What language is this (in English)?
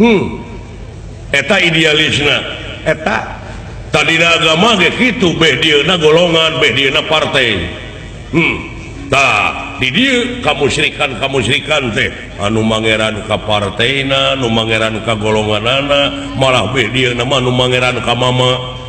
Sundanese